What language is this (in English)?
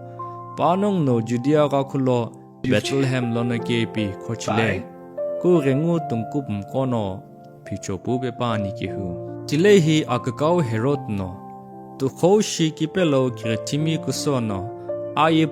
Sumi Naga